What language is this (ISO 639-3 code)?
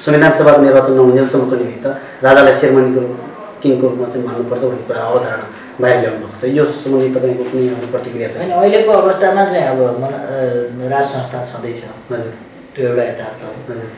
nep